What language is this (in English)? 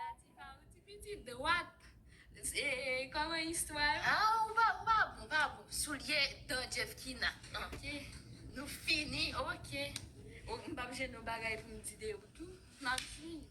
Haitian Creole